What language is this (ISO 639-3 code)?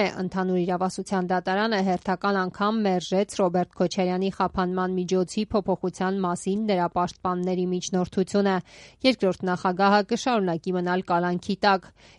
hye